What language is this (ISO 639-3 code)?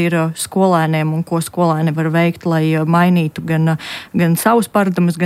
lav